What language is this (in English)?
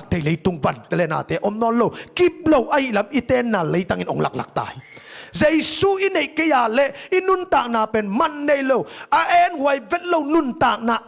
Tedim Chin